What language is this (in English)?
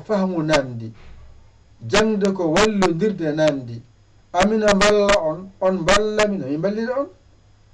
Fula